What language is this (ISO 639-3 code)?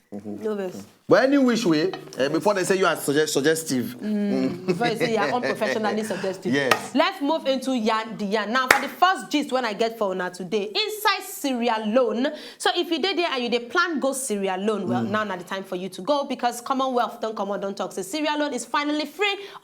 pcm